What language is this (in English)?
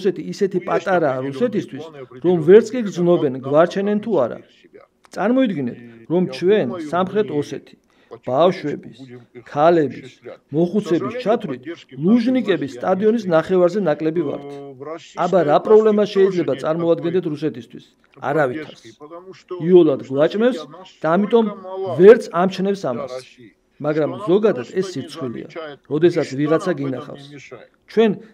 Georgian